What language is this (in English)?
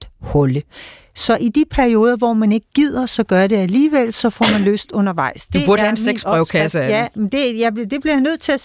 Danish